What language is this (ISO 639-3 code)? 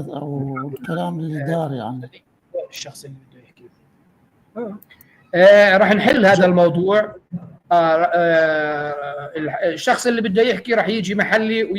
apc